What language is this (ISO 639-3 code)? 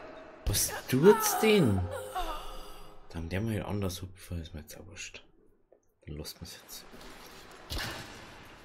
deu